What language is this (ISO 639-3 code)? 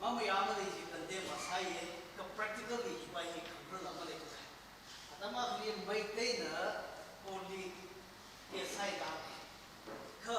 nmf